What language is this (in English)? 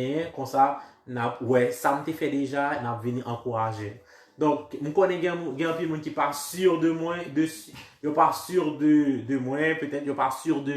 Haitian Creole